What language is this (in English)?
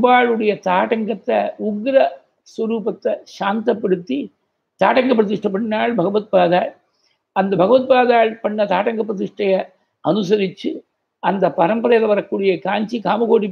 Tamil